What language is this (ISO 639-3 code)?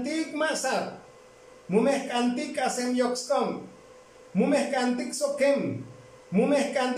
tzo